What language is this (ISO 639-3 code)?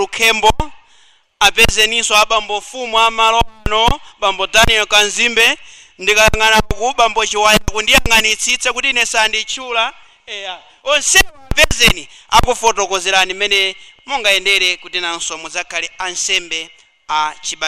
nya